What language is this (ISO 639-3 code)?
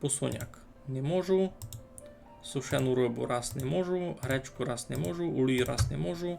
rue